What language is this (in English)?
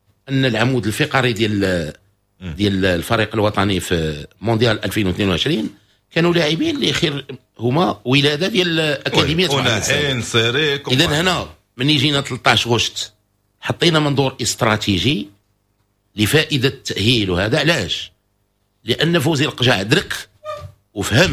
Moroccan Arabic